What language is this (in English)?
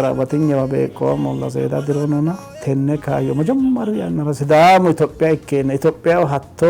Sidamo